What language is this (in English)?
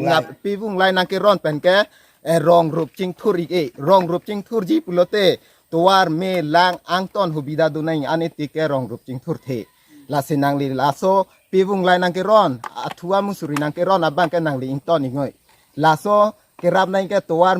Karbi